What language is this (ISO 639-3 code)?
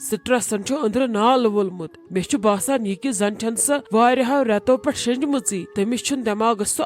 kas